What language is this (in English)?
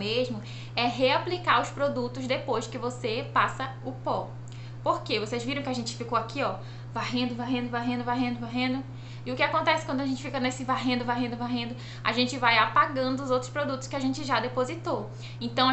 Portuguese